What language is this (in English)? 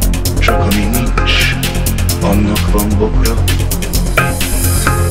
Hungarian